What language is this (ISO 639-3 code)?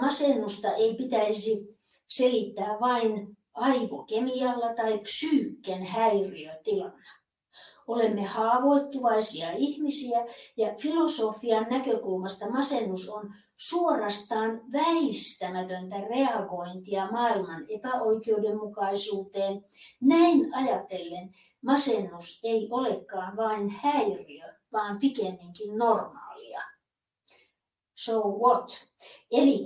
fin